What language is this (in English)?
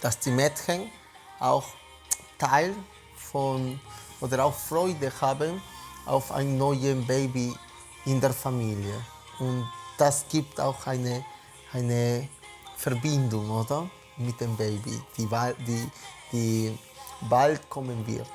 Swiss German